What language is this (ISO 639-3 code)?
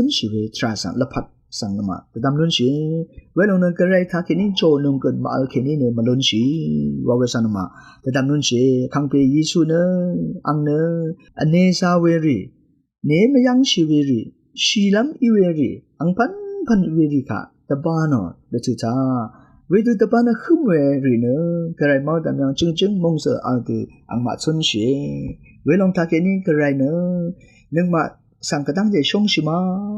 raw